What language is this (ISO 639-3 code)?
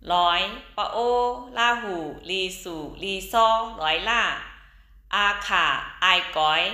shn